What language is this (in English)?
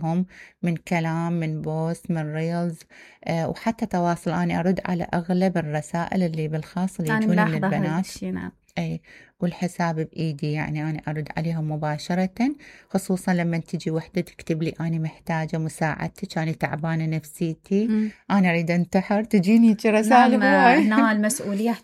Mesopotamian Arabic